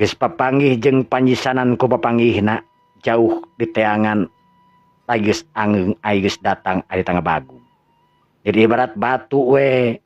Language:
Sundanese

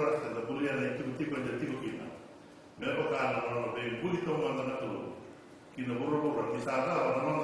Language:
Fijian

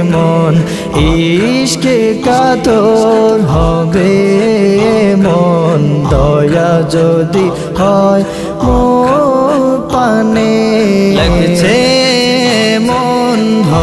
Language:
Bangla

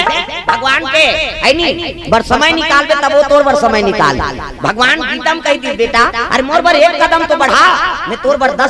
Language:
Chhattisgarhi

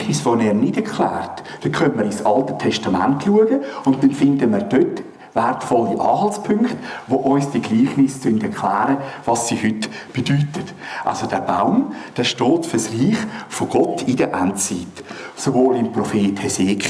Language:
Swiss German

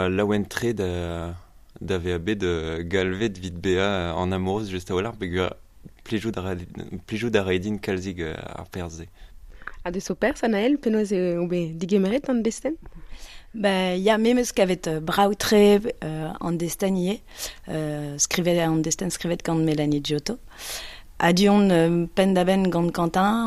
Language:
Breton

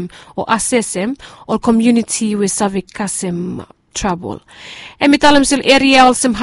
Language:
Bislama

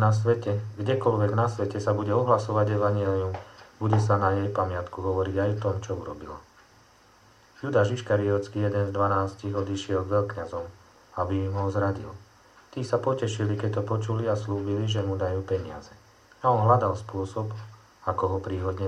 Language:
Slovak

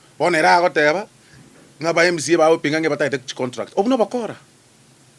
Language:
Gusii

